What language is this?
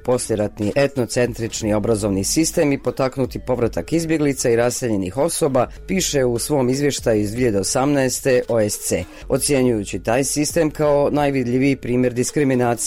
Bosnian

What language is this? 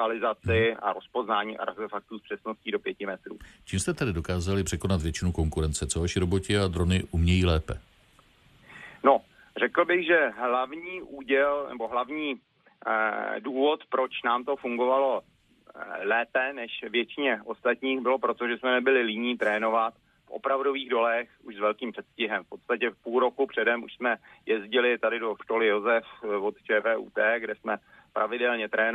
Czech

